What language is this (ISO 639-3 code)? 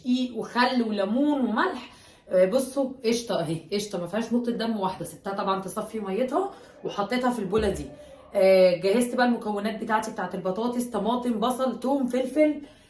arz